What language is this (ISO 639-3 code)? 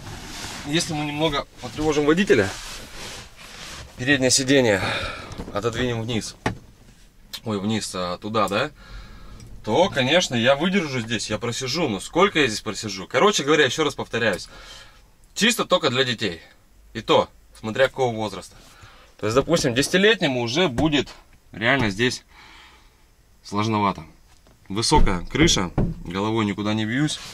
rus